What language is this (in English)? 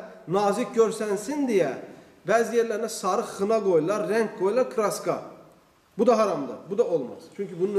Azerbaijani